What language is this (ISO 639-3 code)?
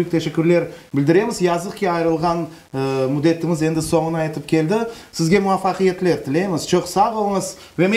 crh